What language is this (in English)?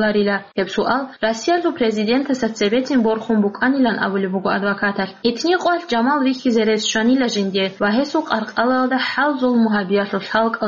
Avaric